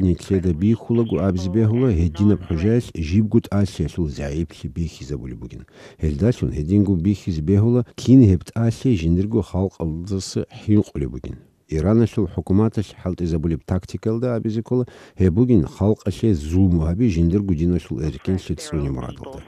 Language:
Avaric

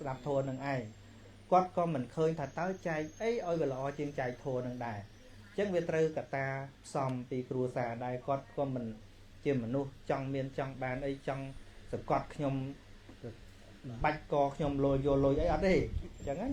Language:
Khmer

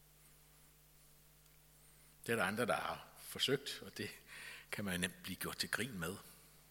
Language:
Danish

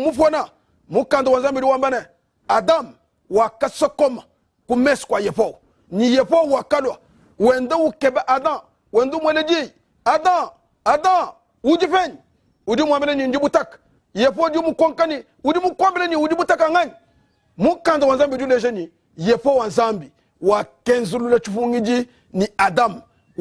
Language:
Luba-Lulua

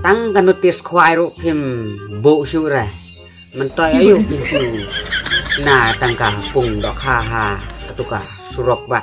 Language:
Khasi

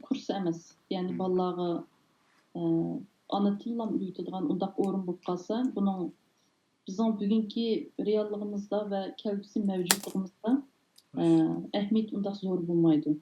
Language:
Uyghur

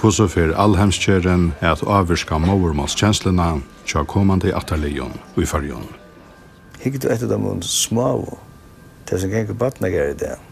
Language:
Faroese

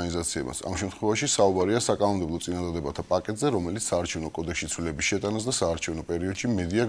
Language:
Georgian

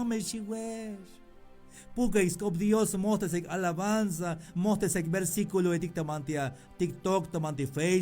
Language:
Tzeltal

